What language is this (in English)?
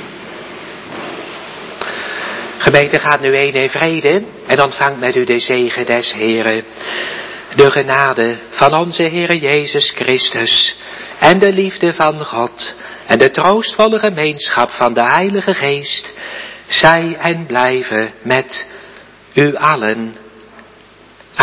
Dutch